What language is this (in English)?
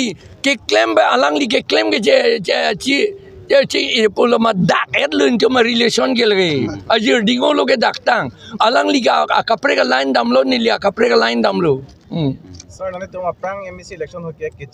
Karbi